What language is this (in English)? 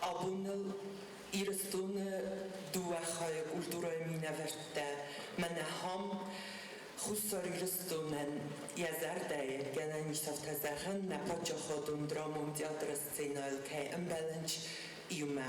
Ossetic